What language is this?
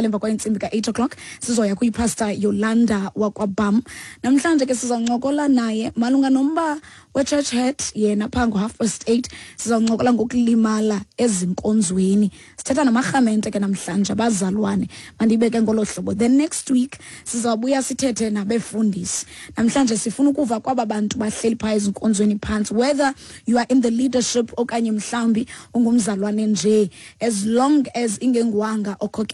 Xhosa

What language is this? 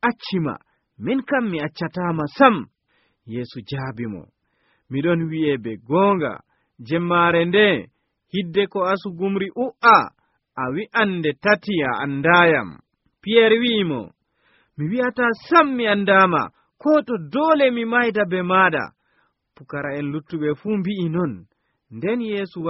Nigerian Fulfulde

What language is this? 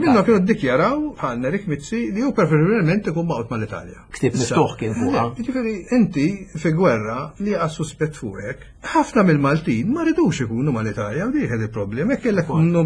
Maltese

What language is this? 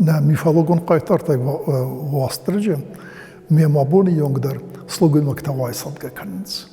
Ossetic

